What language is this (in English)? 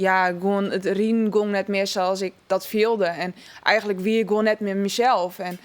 Western Frisian